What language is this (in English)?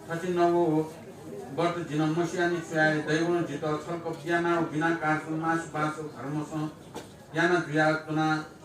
Newari